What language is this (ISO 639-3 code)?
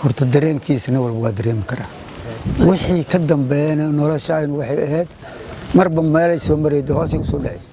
som